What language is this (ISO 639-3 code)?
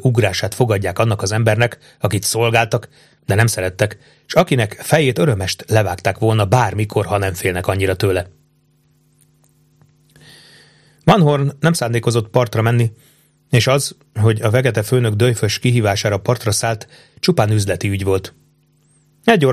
hun